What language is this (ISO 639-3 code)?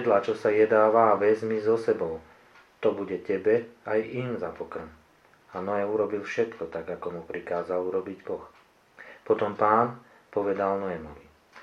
slk